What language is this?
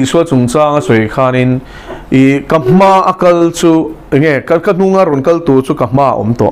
Mizo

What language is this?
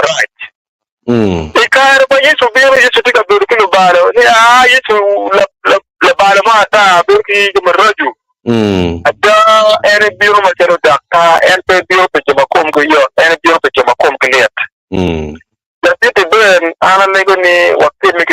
Acoli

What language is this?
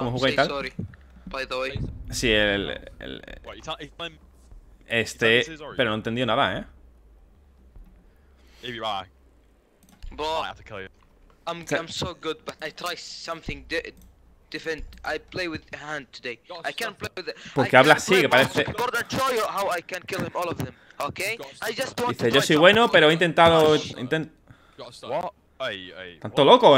Spanish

